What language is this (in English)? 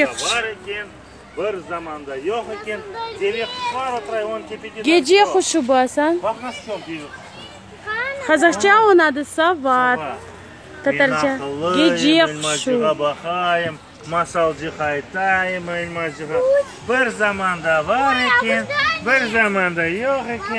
Crimean Tatar